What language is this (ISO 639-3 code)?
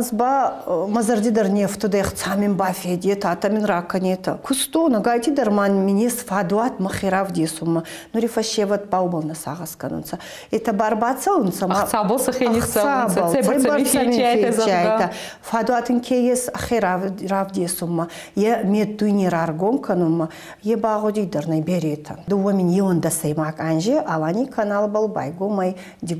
oss